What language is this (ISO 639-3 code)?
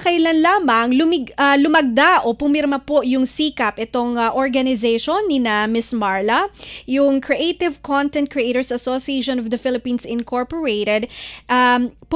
fil